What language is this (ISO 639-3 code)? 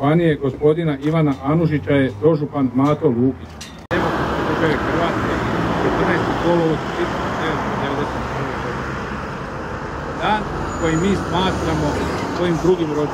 hrv